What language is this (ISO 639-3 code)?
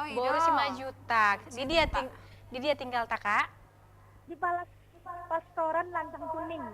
bbc